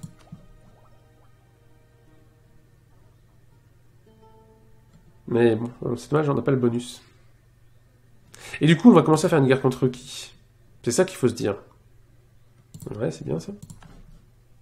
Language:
French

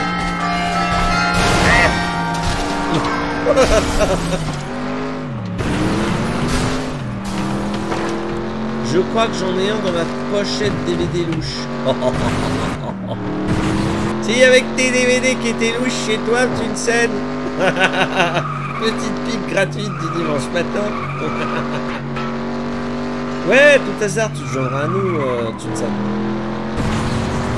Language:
French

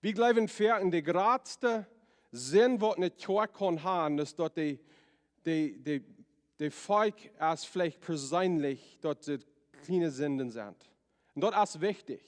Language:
Plautdietsch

